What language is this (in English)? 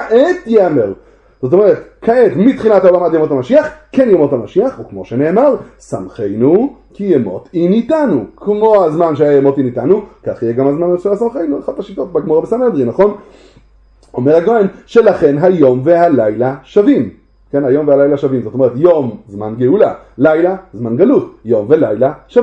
Hebrew